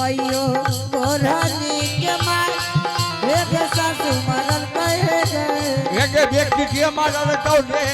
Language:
Angika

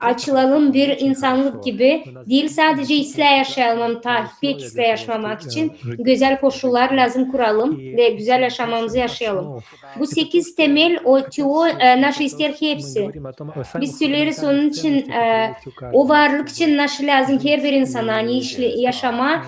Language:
Gagauz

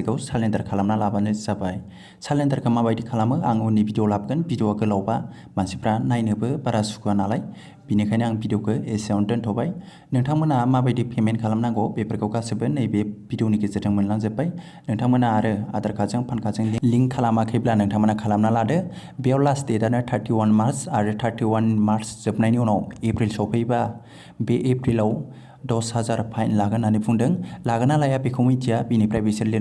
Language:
Bodo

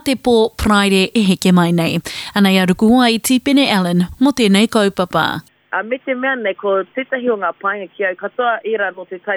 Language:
Māori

